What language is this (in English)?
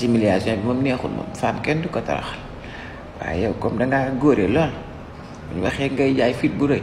Wolof